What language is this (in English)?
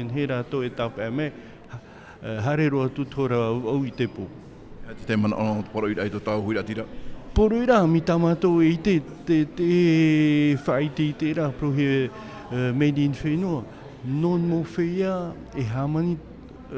Tahitian